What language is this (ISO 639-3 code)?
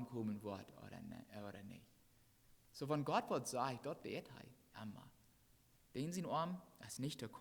pdt